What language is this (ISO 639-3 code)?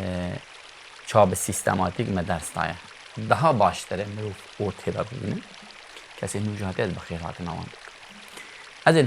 kur